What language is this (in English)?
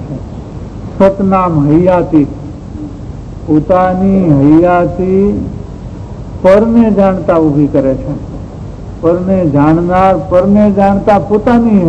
Gujarati